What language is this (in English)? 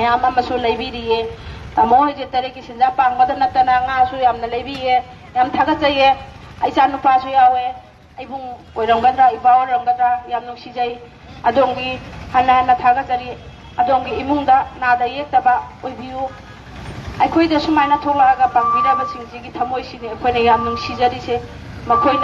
Manipuri